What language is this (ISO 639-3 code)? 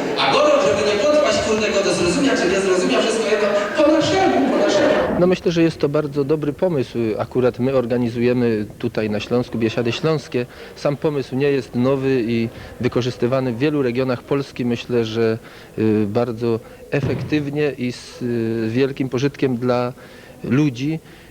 szl